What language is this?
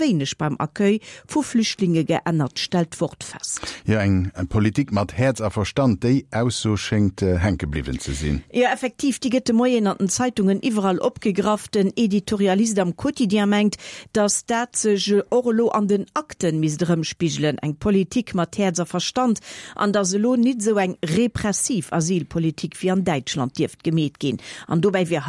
Luxembourgish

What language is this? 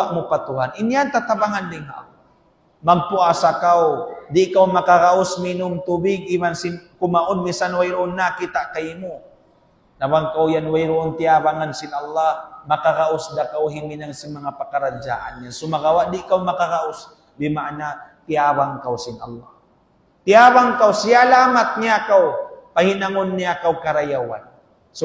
Tausug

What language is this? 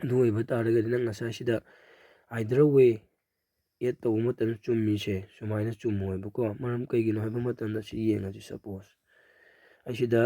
Manipuri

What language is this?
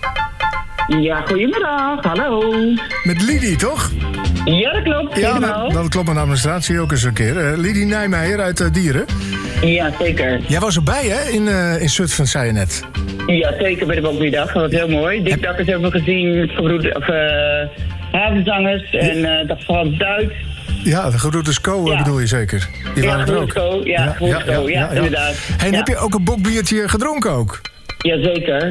Dutch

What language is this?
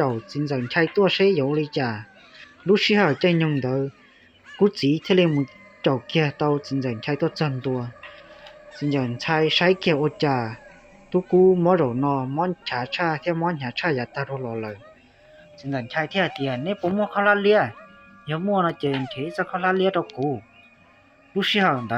Hmong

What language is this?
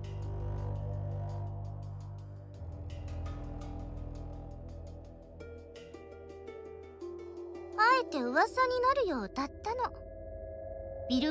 Japanese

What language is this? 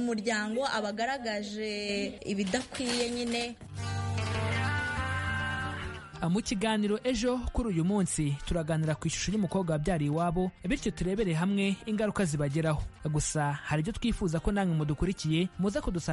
Kinyarwanda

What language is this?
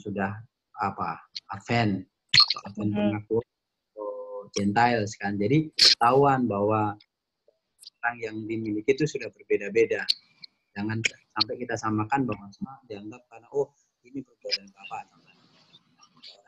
Indonesian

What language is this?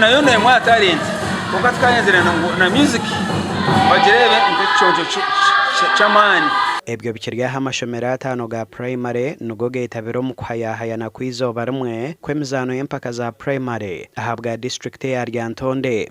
Nyankole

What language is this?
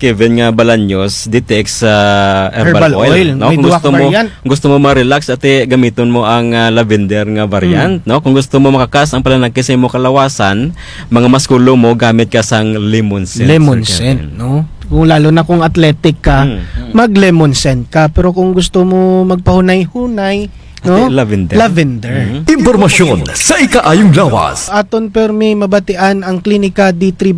Kinaray-a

